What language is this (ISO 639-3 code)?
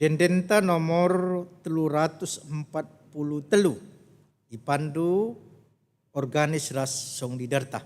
btx